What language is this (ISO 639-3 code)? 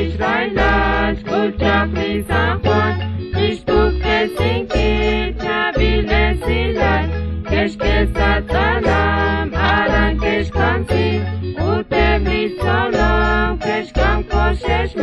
kek